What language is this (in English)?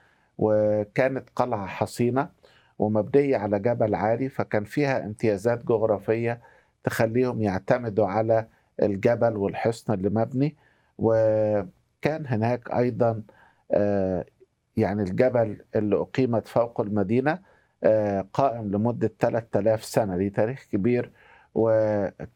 Egyptian Arabic